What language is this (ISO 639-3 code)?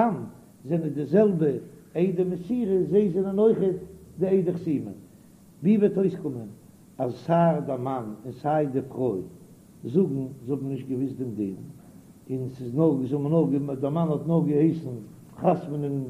yid